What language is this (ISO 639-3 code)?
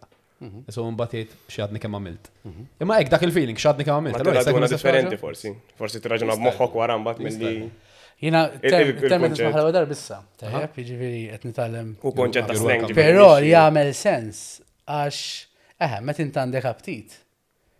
mlt